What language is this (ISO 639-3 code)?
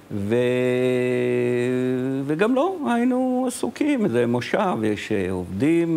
heb